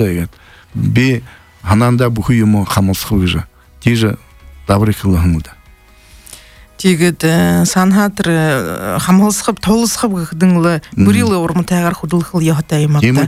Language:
Buriat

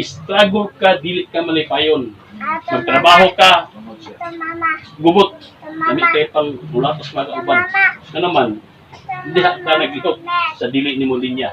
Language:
Cebuano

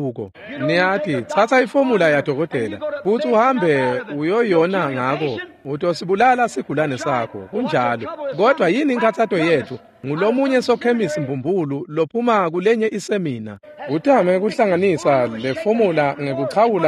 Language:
Swati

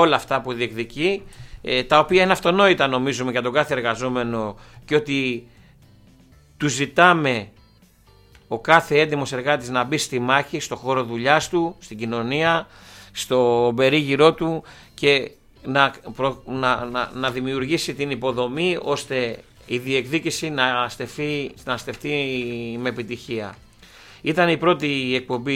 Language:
Greek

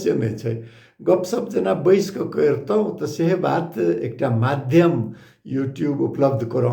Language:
Maithili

